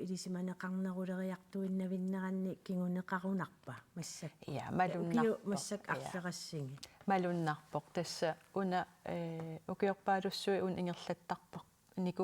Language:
Kalaallisut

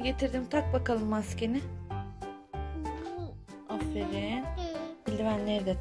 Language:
Turkish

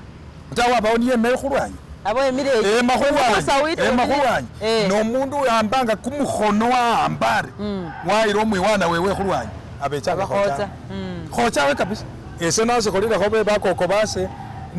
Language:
Masaaba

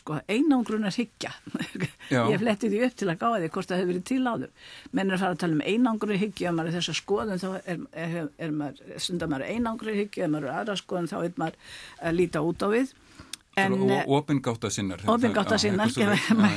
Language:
Icelandic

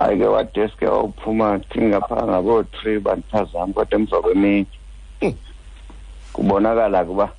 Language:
Xhosa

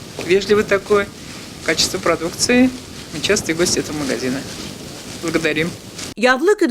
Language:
Bashkir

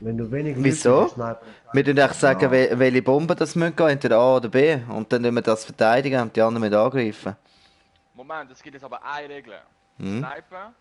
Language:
Swiss German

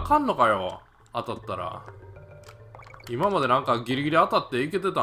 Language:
Japanese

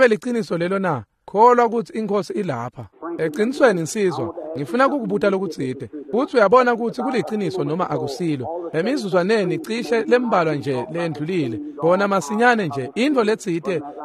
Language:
Swati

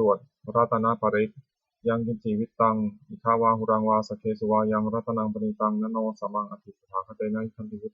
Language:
Pali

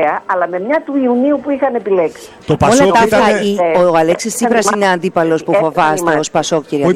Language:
Greek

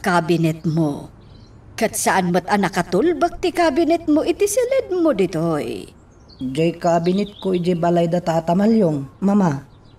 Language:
Iloko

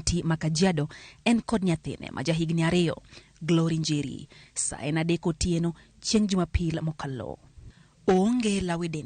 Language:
Luo (Kenya and Tanzania)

